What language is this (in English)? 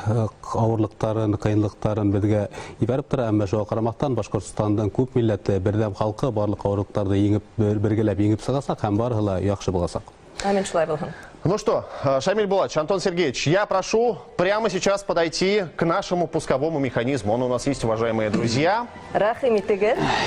Bashkir